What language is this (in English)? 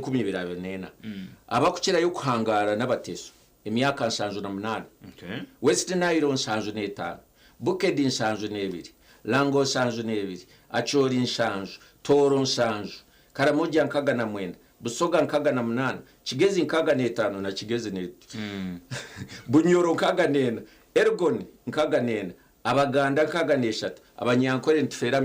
Nyankole